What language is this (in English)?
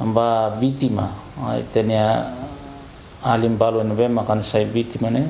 Tetum